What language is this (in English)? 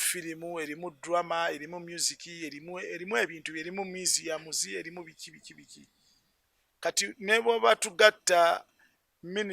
Ganda